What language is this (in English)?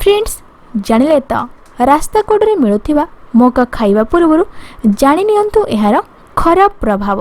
Odia